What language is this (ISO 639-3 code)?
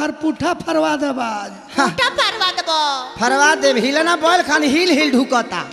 bho